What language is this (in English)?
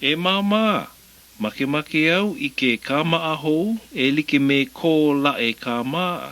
Hawaiian